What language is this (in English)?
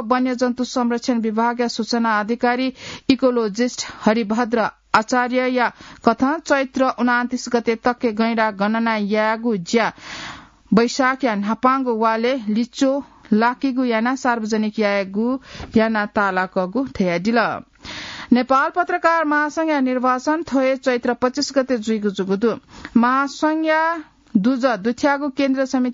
Newari